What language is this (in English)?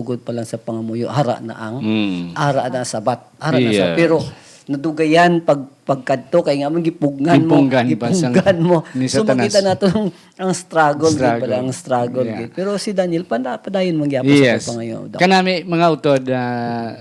Hiligaynon